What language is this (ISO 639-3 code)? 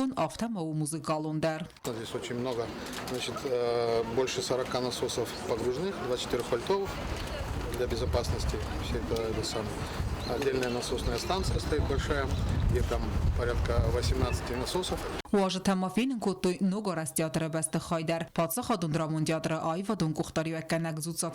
oss